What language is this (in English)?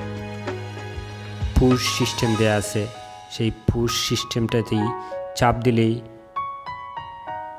Bangla